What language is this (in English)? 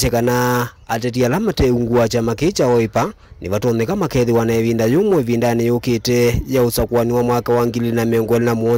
Kamba